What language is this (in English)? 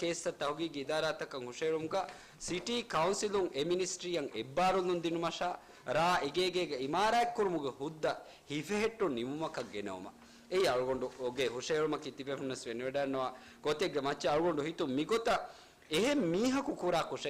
Divehi